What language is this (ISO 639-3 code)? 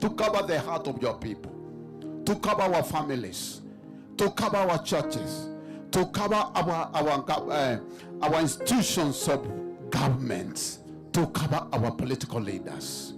mer